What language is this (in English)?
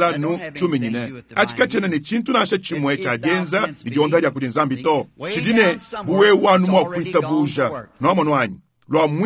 Luba-Lulua